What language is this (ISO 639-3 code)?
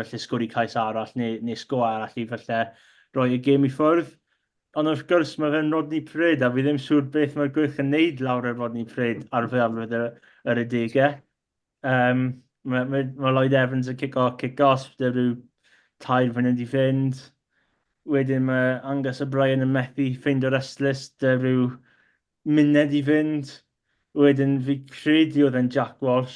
cym